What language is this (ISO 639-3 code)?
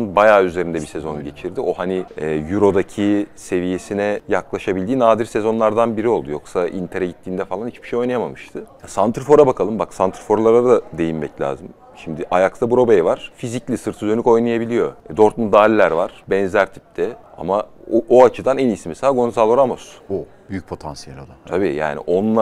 tur